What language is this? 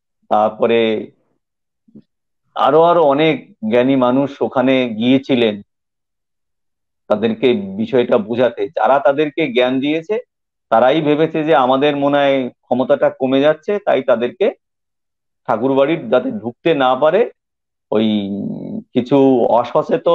Bangla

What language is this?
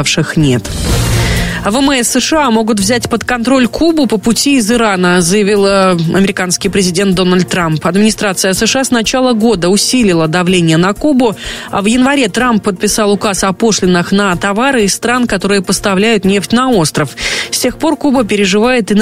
Russian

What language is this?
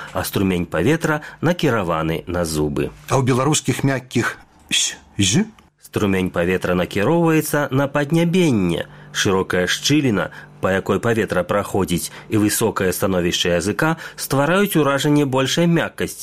Belarusian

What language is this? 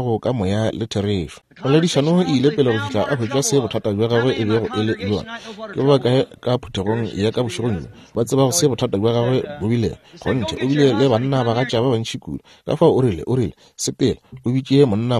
Northern Sotho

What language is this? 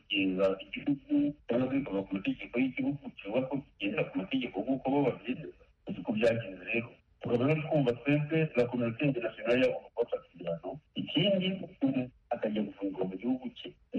Kinyarwanda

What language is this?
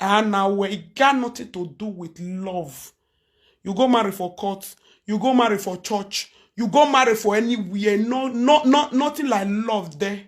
Nigerian Pidgin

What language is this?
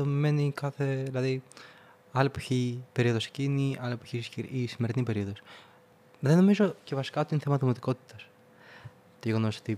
Greek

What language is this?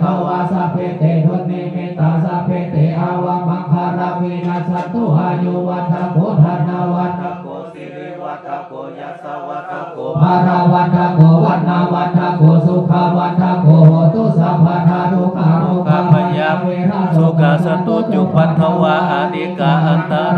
Pali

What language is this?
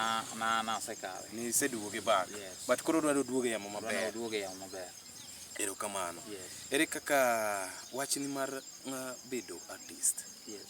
Luo (Kenya and Tanzania)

